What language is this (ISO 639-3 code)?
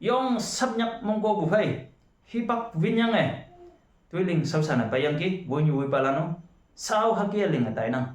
nbe